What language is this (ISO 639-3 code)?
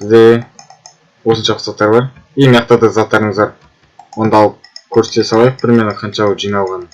kaz